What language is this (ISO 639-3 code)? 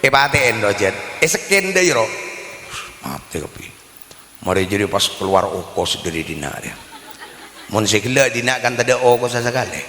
mad